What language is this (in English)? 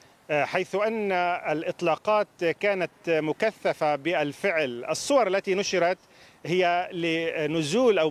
Arabic